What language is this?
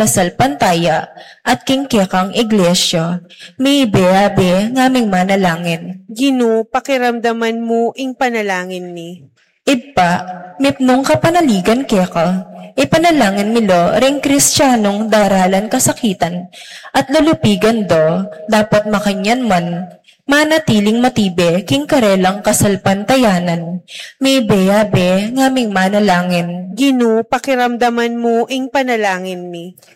Pampanga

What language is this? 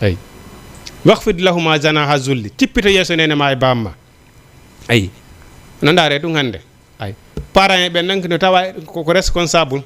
Fula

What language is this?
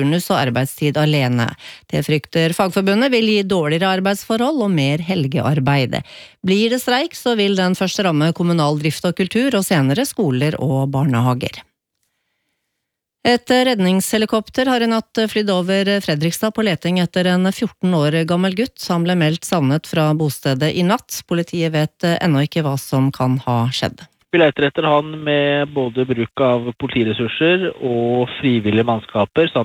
Norwegian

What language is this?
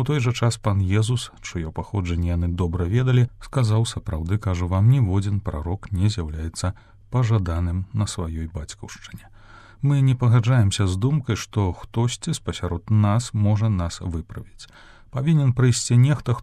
Belarusian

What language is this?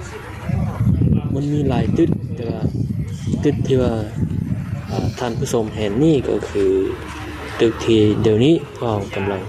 Lao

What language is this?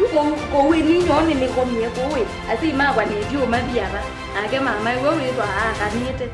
Kamba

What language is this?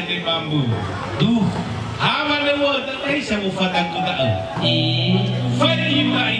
Nias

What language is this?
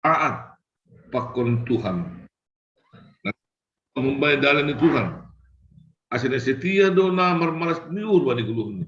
Batak Simalungun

